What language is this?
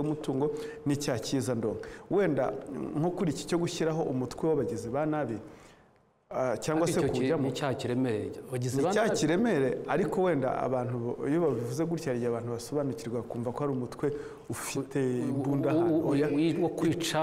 Kinyarwanda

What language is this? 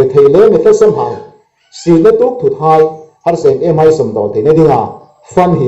Hmar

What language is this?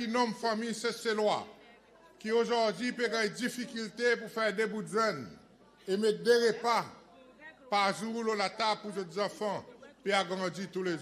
Seselwa Creole French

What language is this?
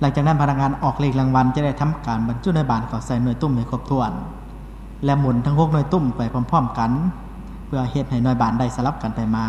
Lao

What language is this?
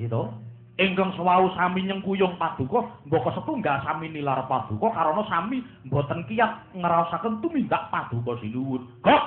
Javanese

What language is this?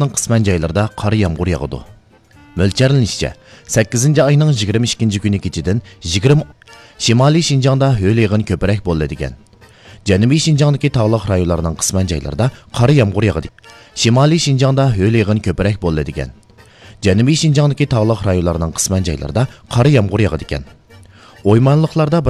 Uyghur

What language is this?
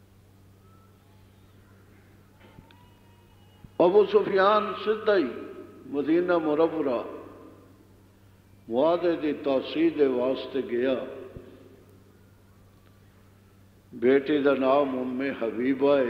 Western Panjabi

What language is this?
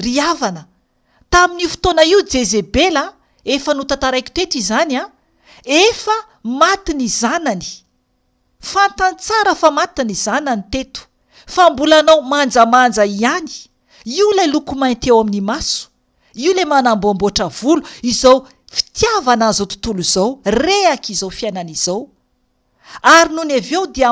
Malagasy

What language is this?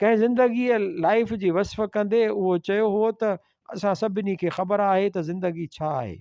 Sindhi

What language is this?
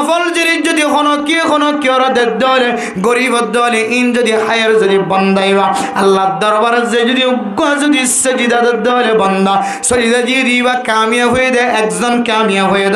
Rohingya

